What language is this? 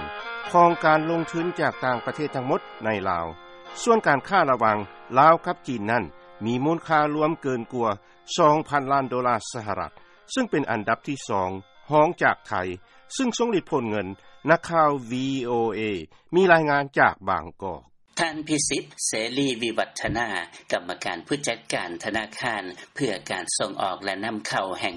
Lao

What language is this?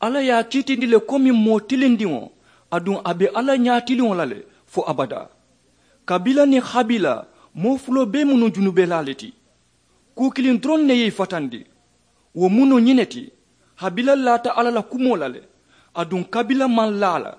Mandingo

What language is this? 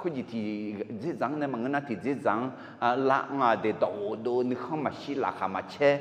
Akha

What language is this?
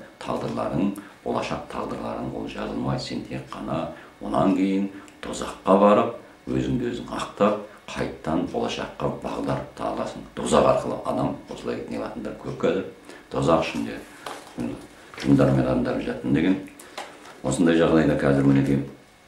Kazakh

